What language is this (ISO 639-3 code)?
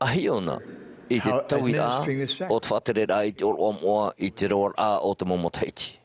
tah